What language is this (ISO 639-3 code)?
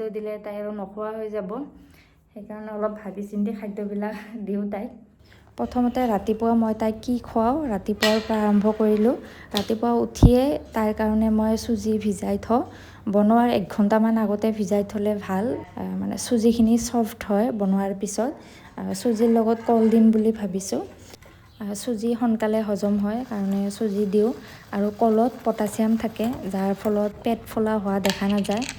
asm